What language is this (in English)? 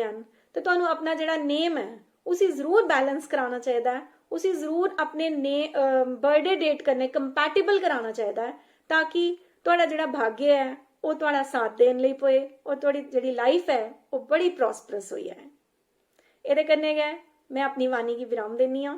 Dogri